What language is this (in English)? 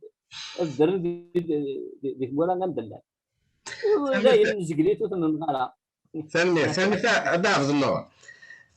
Kabyle